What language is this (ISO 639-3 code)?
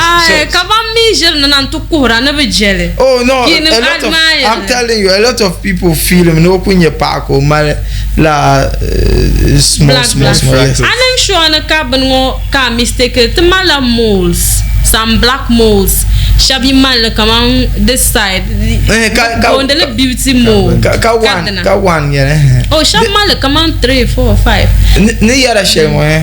dag